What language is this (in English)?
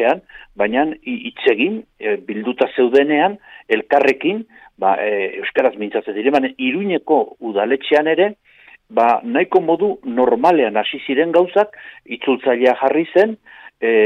Basque